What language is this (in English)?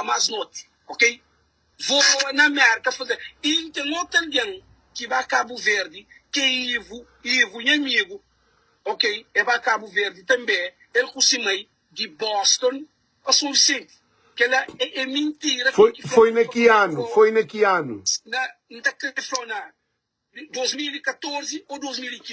Kabuverdianu